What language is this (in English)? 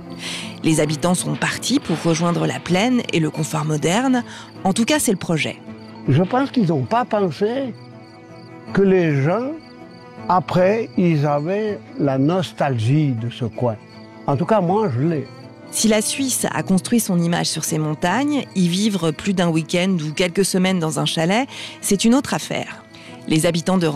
French